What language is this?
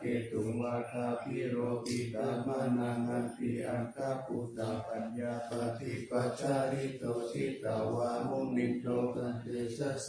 Pali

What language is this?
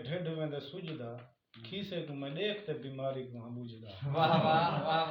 Saraiki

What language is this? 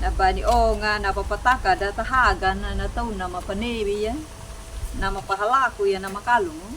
Anakalangu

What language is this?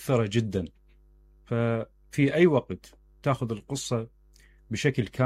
Mesopotamian Arabic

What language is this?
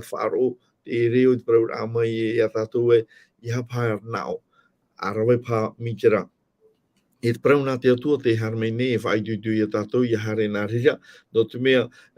Tahitian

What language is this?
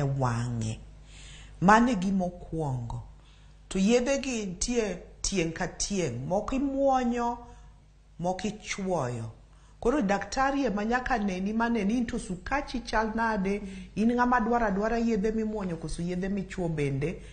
Luo (Kenya and Tanzania)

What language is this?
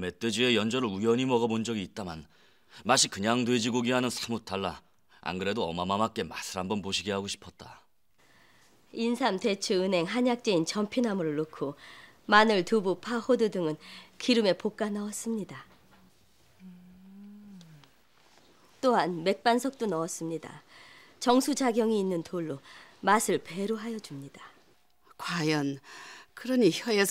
Korean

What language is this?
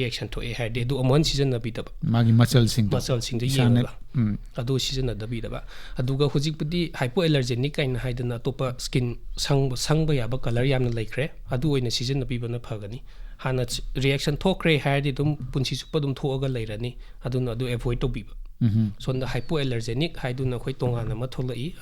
Manipuri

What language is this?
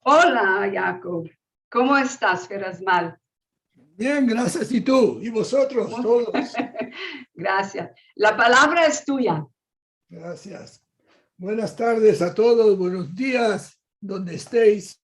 Ladino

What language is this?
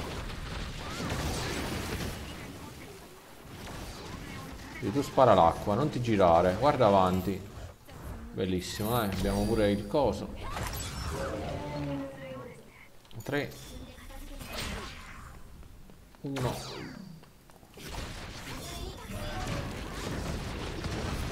Italian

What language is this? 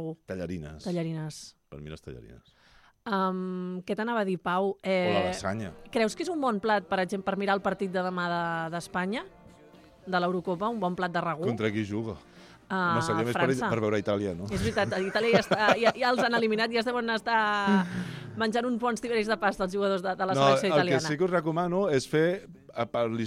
Catalan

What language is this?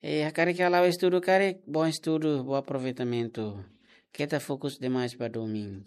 Tetum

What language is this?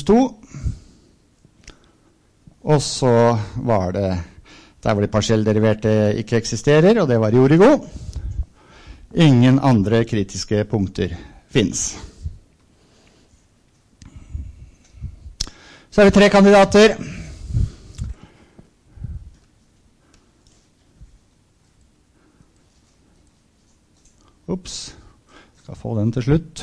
Norwegian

